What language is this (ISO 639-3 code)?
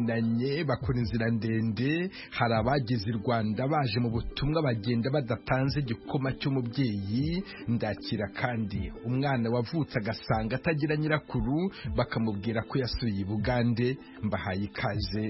kin